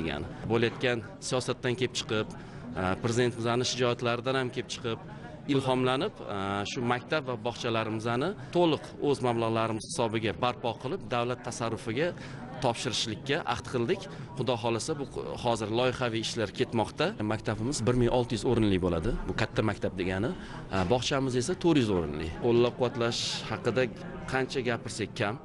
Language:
Uzbek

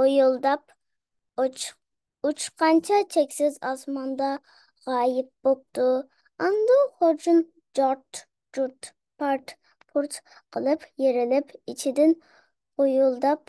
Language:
Uyghur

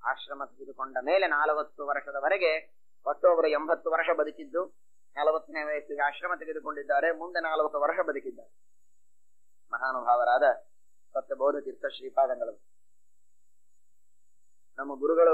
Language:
Kannada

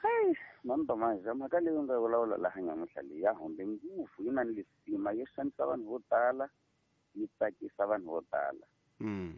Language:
Tsonga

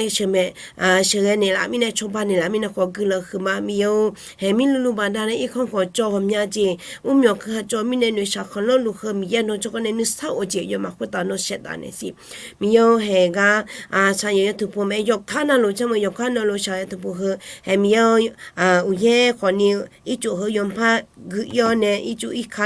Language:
Akha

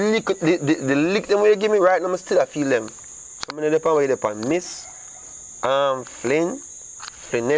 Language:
Jamaican Creole English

